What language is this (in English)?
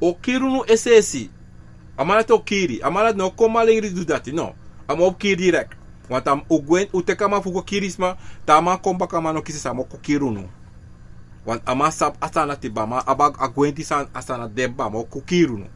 Sranan Tongo